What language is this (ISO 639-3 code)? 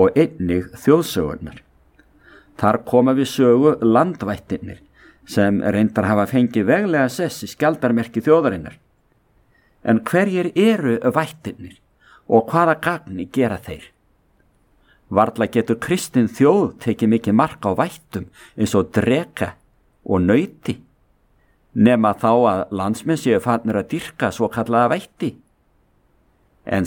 isl